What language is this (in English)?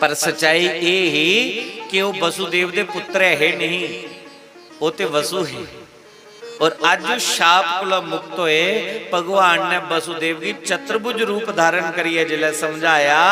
Dogri